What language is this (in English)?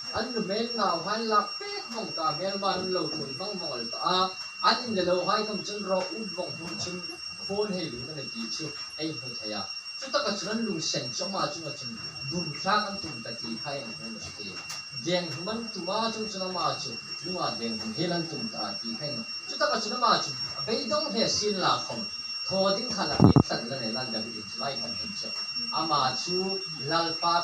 Mizo